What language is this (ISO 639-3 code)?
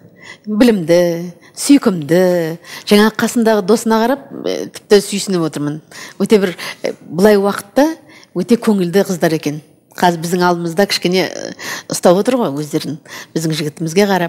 kaz